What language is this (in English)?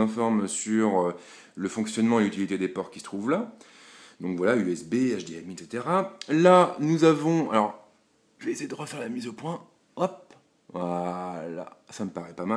French